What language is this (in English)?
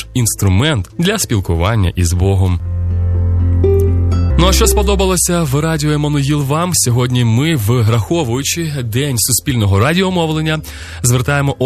Ukrainian